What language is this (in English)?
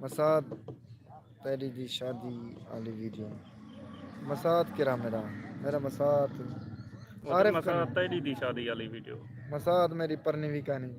Saraiki